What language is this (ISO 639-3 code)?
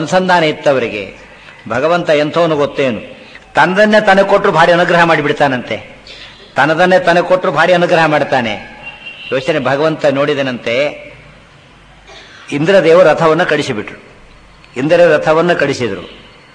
kan